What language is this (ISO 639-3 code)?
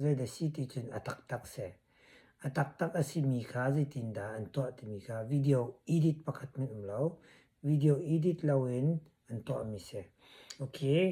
cnh